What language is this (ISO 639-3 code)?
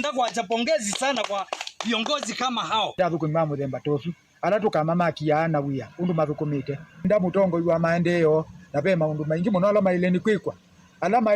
kam